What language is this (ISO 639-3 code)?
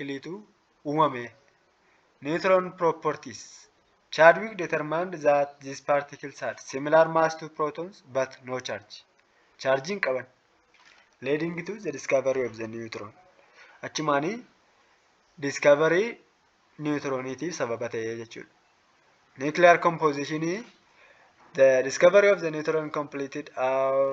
orm